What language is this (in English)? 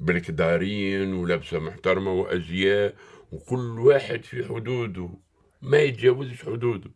Tunisian Arabic